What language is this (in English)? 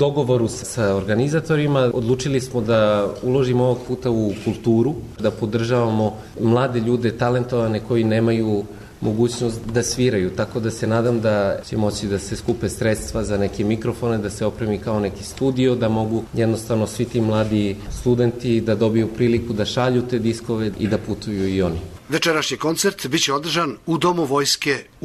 Serbian